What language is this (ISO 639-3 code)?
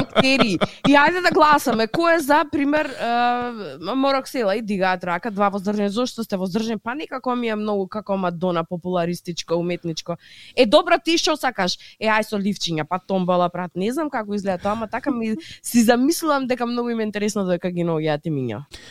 mkd